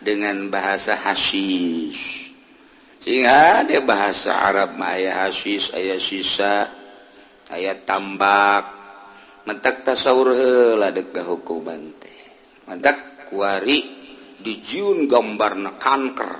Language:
Sundanese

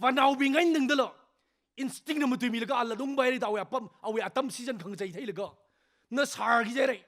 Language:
Tangkhul Naga (India)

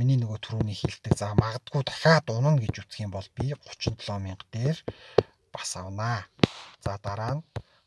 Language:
Mongolian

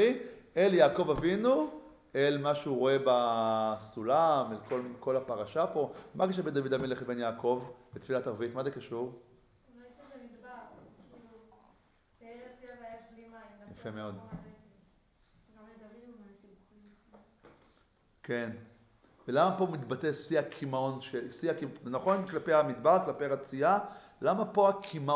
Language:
Hebrew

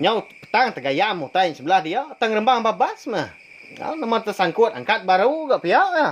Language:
Iban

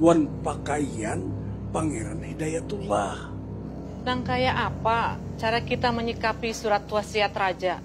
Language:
Banjar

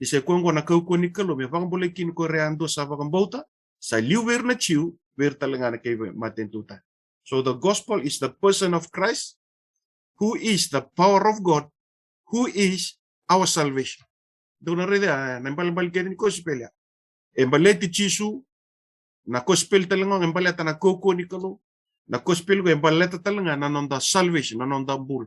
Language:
Fijian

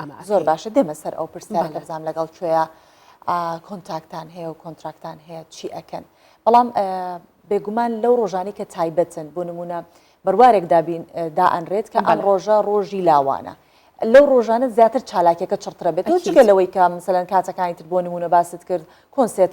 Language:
Central Kurdish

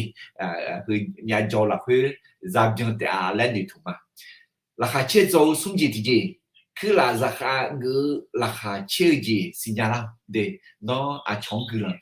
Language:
Akha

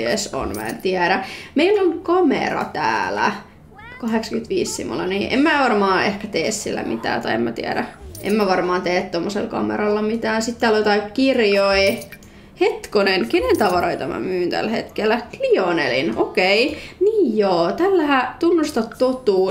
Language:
Finnish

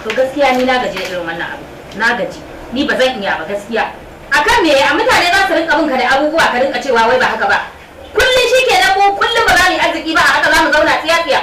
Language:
Hausa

